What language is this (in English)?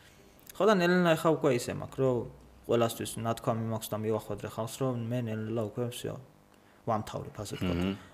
Georgian